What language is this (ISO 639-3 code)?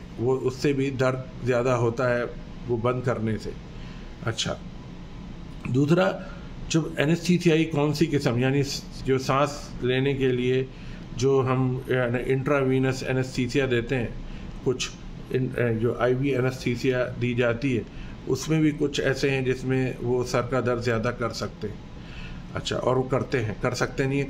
urd